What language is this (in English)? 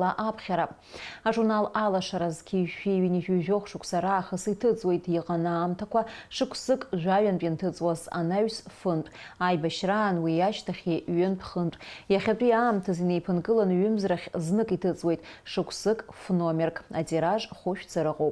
Abkhazian